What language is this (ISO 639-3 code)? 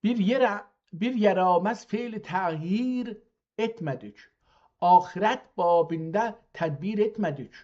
azb